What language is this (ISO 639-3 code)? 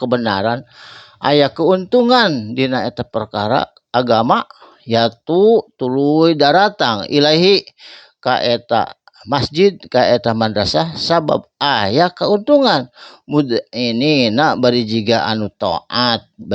sun